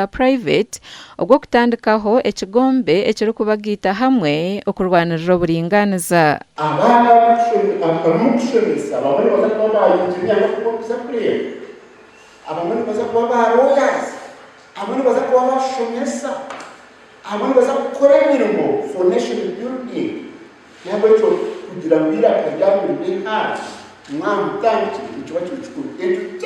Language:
Nyankole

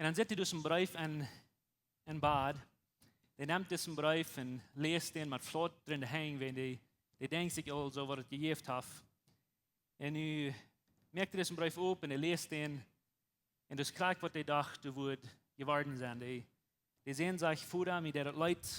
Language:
Plautdietsch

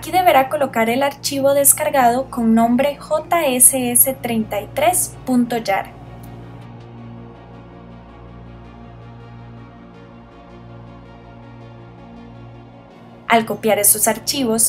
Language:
Spanish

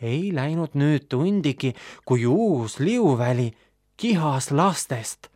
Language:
Estonian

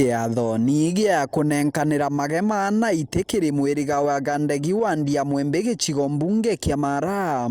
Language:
Meru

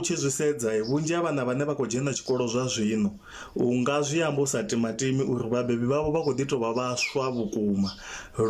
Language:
Venda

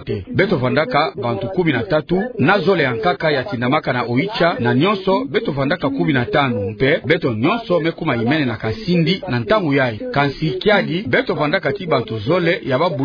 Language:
Kituba (Democratic Republic of Congo)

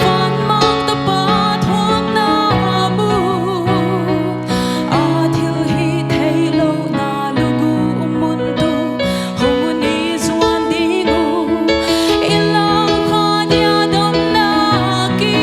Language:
Paite Chin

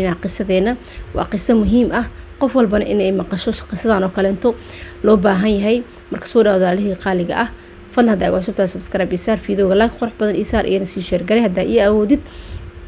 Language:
Somali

